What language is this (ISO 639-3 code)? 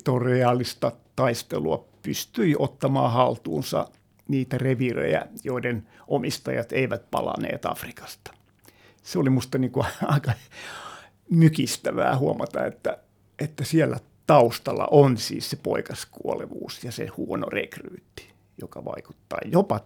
fin